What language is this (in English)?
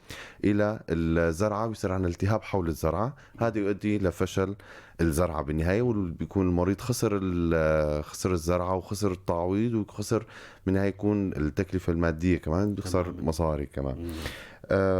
North Levantine Arabic